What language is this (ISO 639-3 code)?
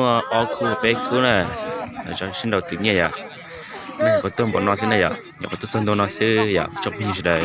hmn